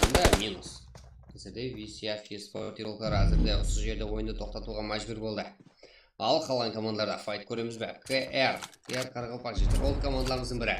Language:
Kara-Kalpak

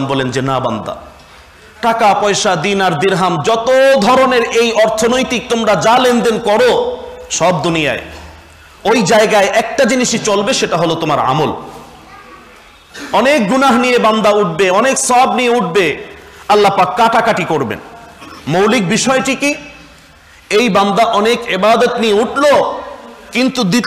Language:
Bangla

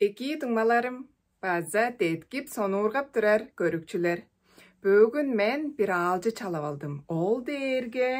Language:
Tuvinian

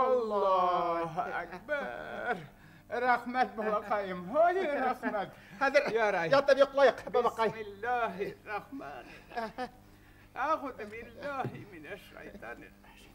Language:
Bashkir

